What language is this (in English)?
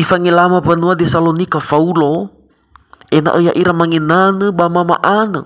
Nias